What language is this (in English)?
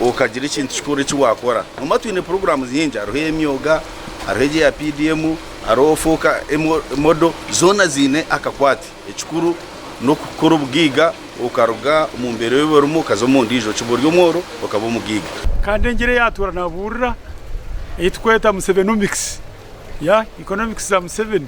Nyankole